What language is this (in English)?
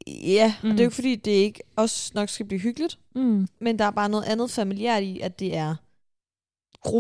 Danish